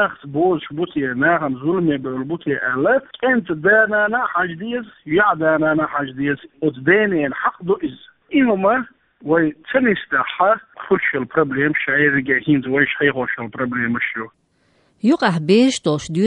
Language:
Chechen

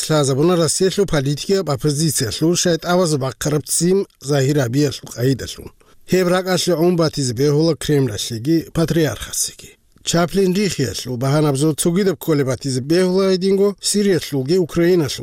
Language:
Avaric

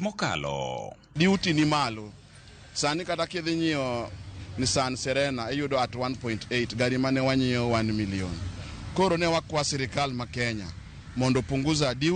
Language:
Luo (Kenya and Tanzania)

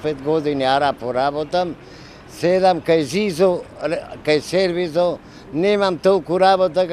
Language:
Macedonian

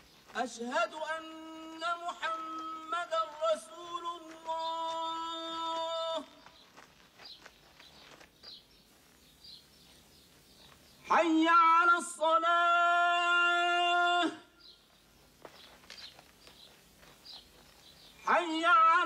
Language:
Arabic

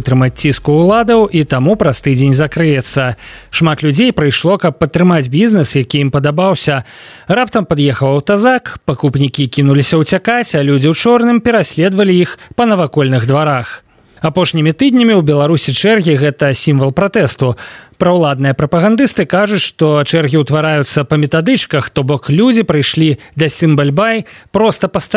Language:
Belarusian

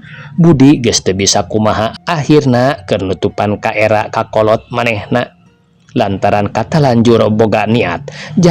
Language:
Sundanese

